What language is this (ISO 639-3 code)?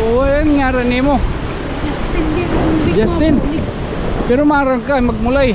war